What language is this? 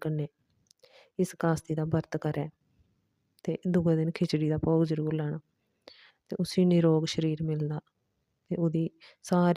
Dogri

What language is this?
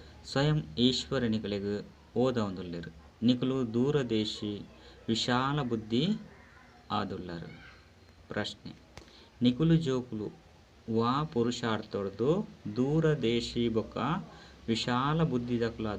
Tulu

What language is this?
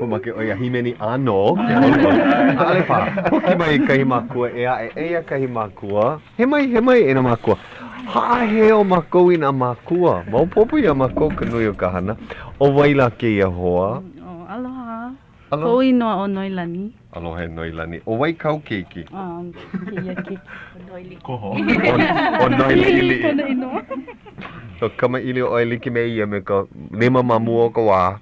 Hawaiian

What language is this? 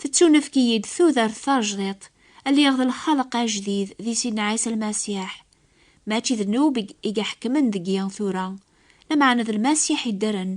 Kabyle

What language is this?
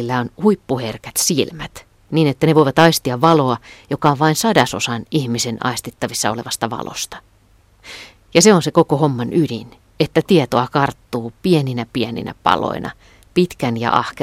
Finnish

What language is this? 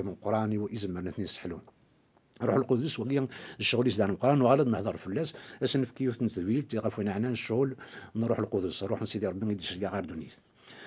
Kabyle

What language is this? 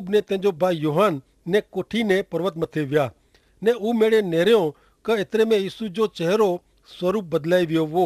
Kachhi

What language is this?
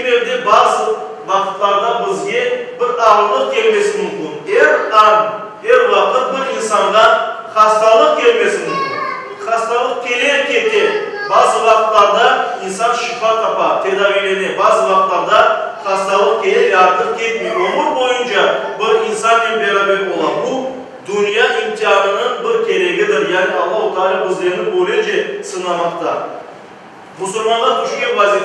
Crimean Tatar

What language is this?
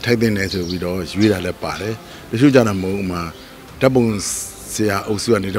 Burmese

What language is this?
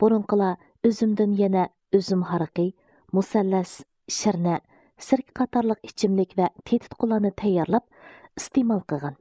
Uyghur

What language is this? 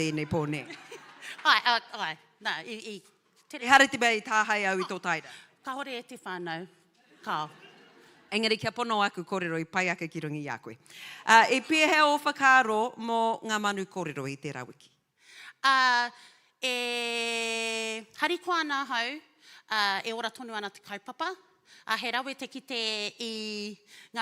Māori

